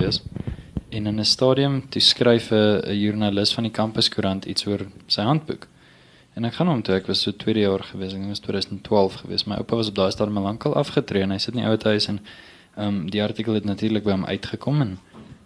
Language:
Afrikaans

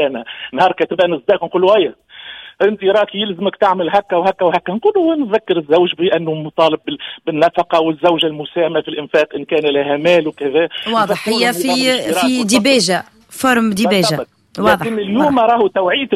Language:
Tunisian Arabic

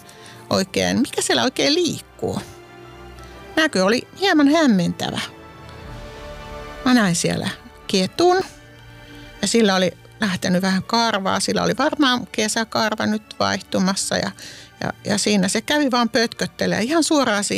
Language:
Finnish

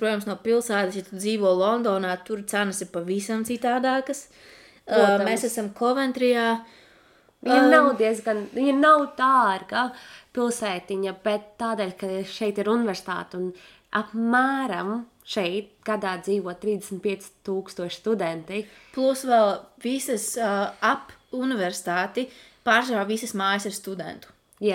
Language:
Latvian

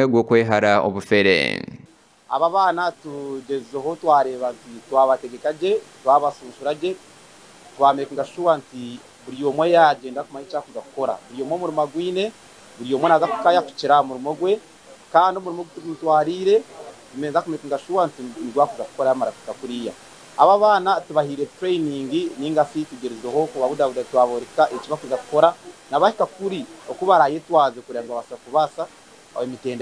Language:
Nyankole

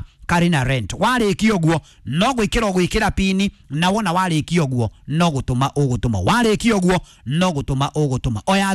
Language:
Kikuyu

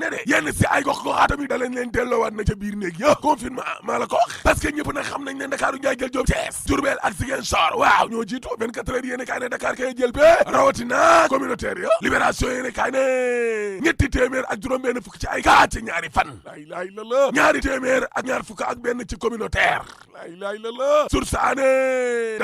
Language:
Wolof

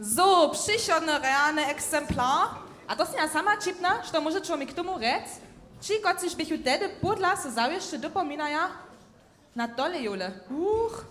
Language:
Upper Sorbian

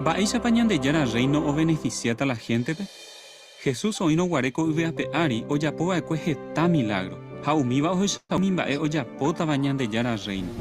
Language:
Guarani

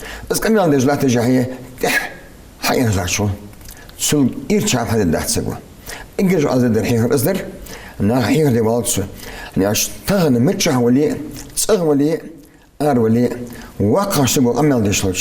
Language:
Ingush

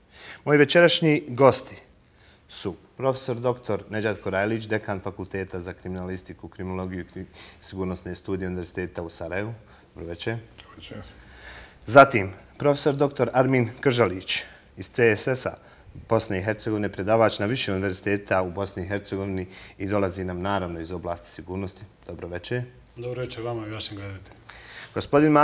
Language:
Bosnian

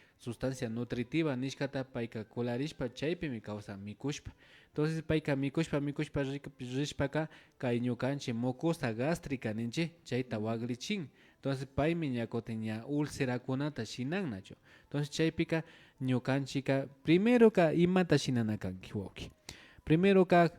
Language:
Imbabura Highland Quichua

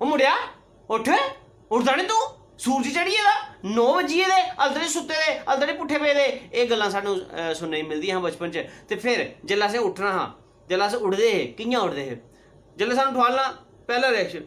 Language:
Dogri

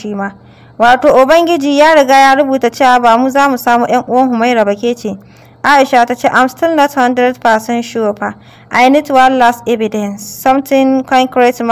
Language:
Hausa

